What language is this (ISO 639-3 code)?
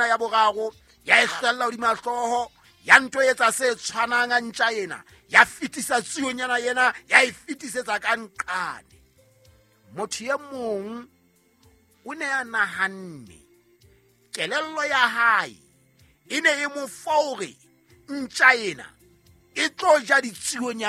sot